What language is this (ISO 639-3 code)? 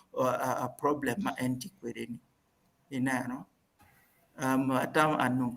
ach